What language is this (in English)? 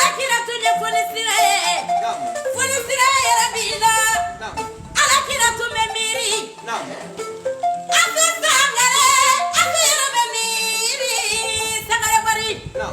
Bambara